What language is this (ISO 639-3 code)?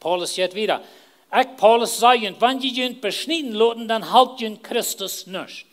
pdt